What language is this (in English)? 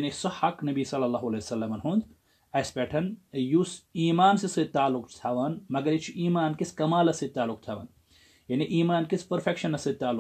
Kashmiri